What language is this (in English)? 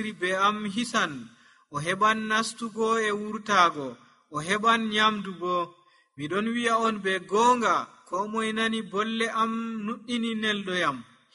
Nigerian Fulfulde